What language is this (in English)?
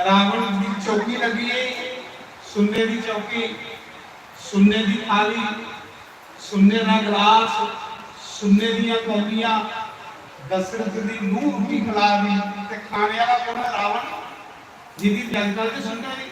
Dogri